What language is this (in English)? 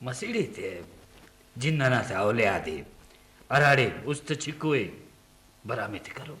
Brahui